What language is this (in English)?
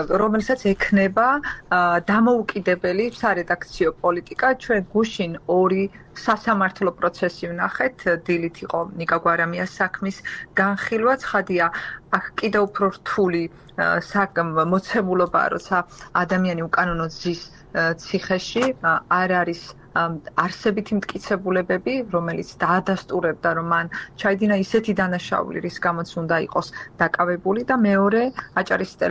Georgian